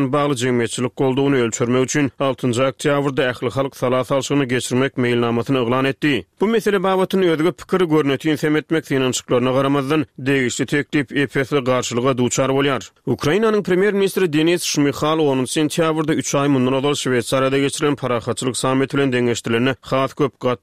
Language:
Turkmen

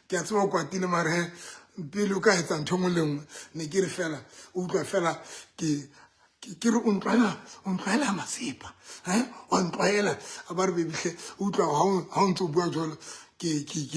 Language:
Southern Sotho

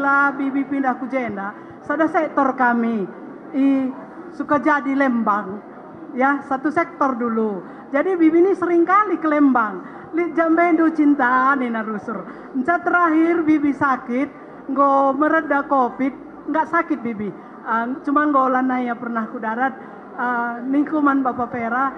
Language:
Batak Karo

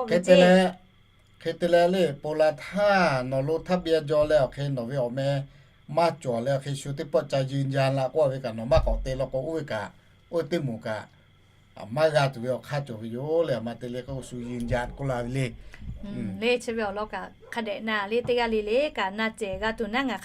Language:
Lahu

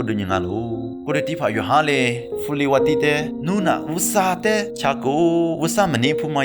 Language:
Lisu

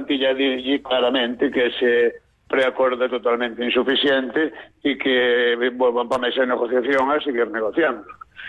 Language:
Galician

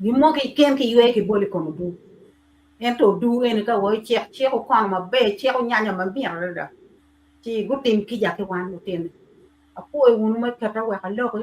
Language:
Acoli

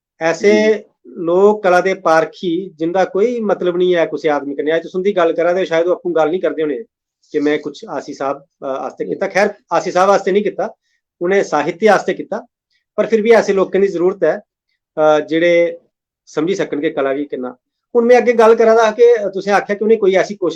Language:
Dogri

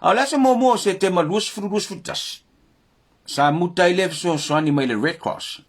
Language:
Samoan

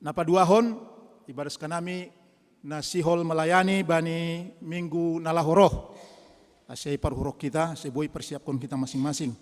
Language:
Batak Simalungun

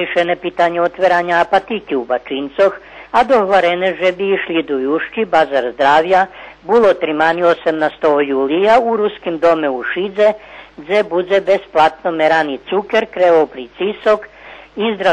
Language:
Rusyn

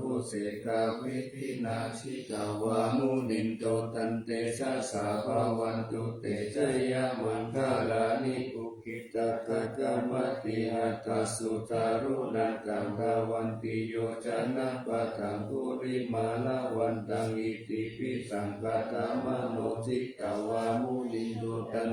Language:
Pali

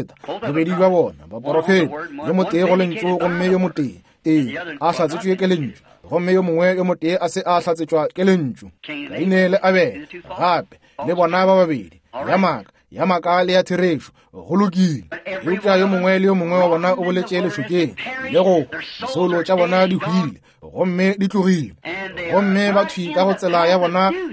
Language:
Northern Sotho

